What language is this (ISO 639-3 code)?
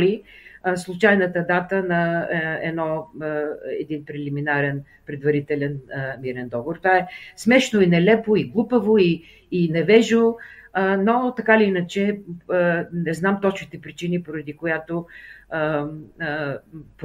bul